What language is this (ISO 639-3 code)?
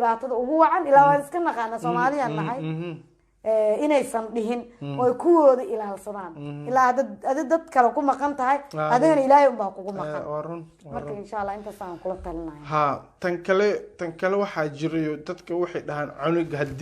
som